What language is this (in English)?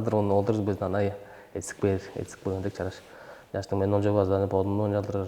Tuvinian